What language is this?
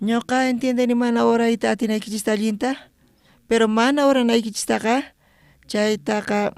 South Bolivian Quechua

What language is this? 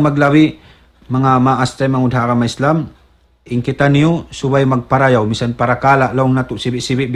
Tausug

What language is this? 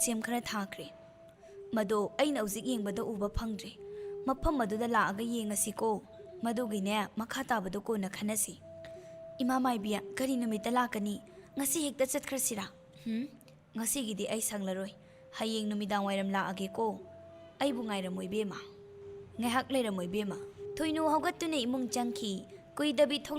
Manipuri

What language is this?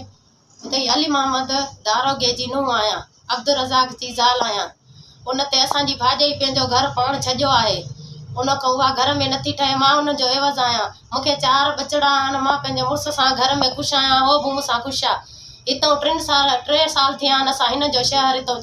Sindhi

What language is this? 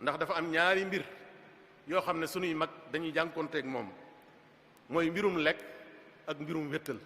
Wolof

